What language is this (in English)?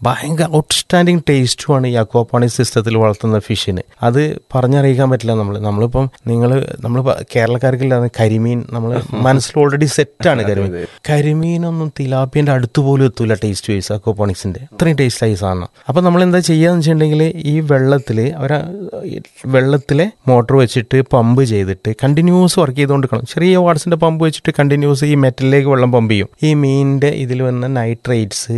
Malayalam